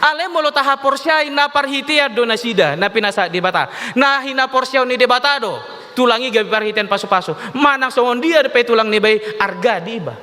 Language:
Batak Toba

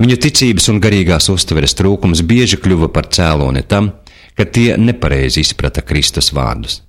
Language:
Latvian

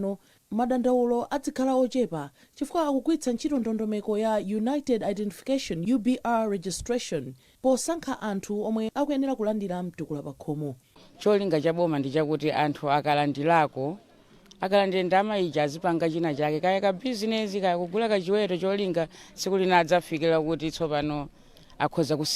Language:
Nyanja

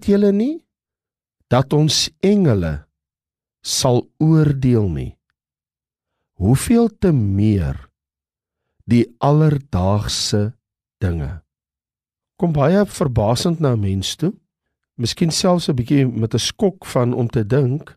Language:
Afrikaans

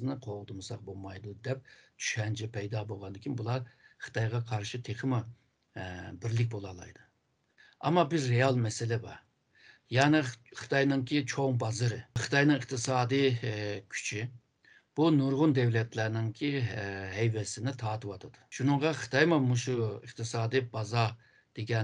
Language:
Uyghur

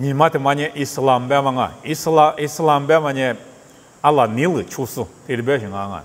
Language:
Lisu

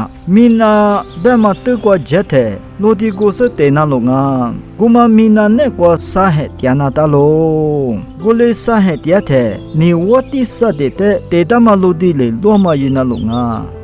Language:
Lisu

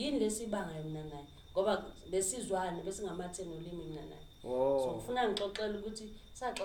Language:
Zulu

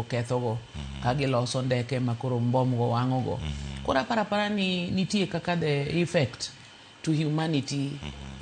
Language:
Luo (Kenya and Tanzania)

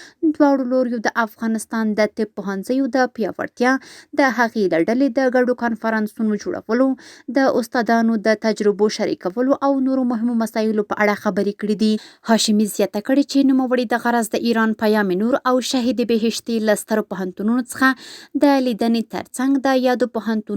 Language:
Pashto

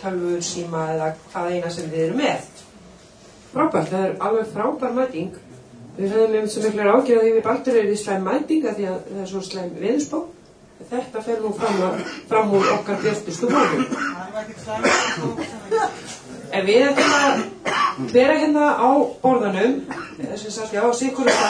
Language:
Icelandic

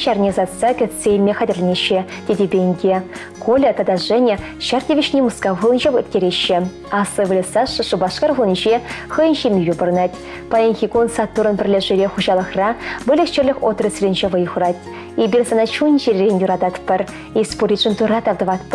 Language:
Chuvash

